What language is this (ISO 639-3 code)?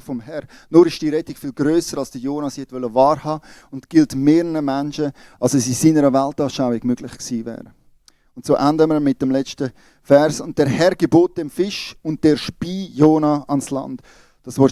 gsw